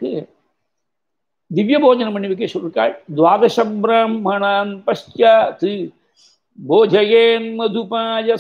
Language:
Tamil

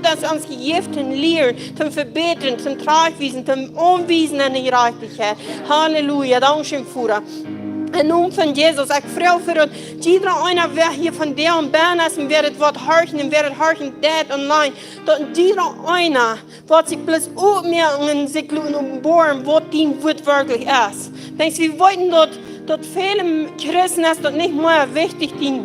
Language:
Plautdietsch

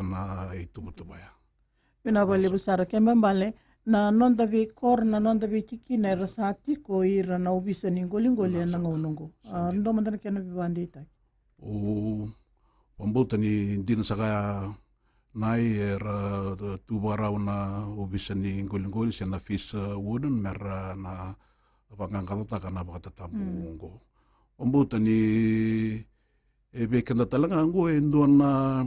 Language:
Fijian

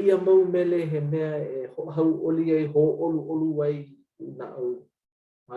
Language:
Hawaiian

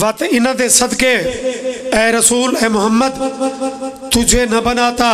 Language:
Pahari-Potwari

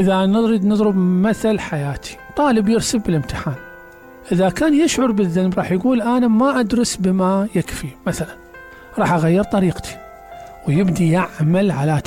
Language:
Mesopotamian Arabic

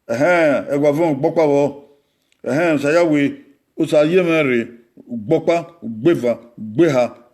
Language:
Bini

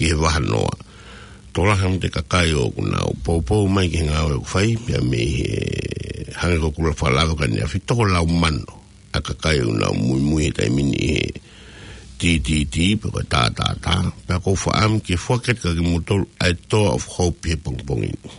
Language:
Tongan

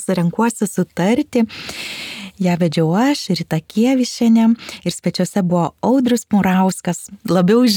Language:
Lithuanian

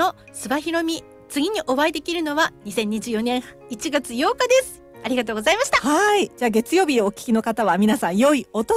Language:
Japanese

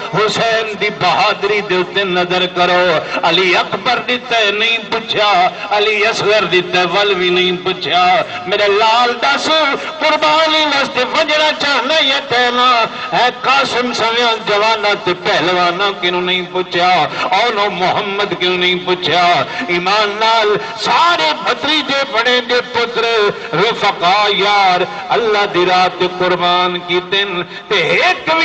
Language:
Saraiki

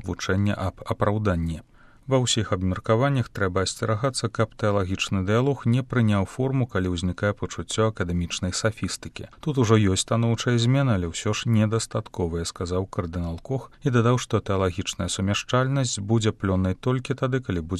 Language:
Belarusian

